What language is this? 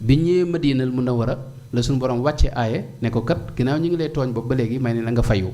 Wolof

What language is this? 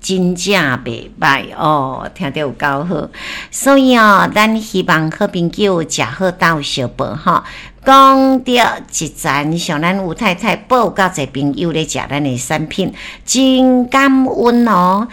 Min Nan Chinese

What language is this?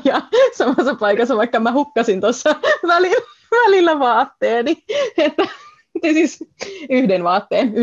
Finnish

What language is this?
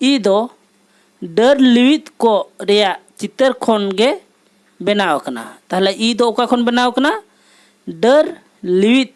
Santali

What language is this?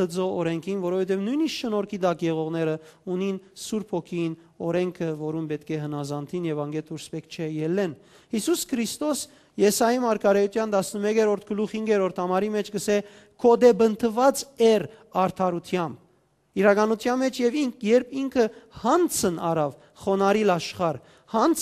Western Armenian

